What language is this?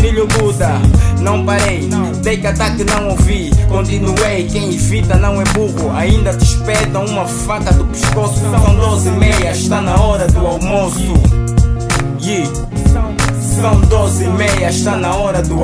Portuguese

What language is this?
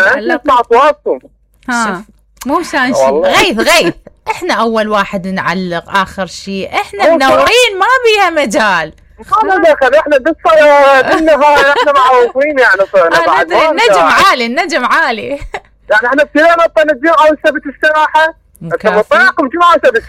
Mesopotamian Arabic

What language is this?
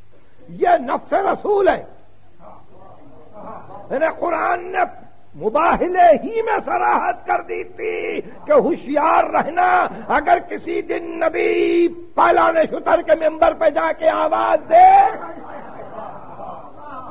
Urdu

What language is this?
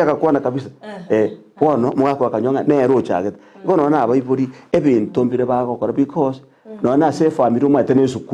Gusii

